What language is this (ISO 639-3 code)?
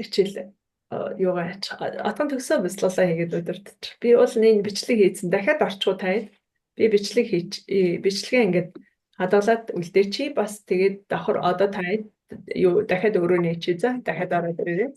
mon